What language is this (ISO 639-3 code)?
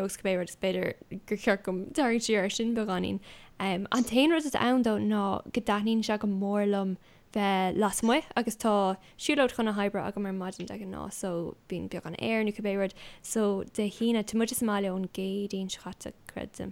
gle